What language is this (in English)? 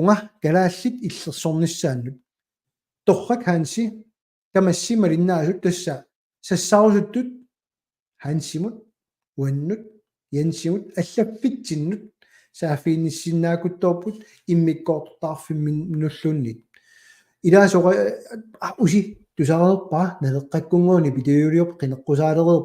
Kalaallisut